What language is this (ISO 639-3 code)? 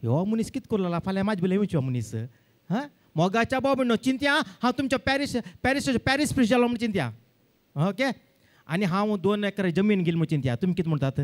kok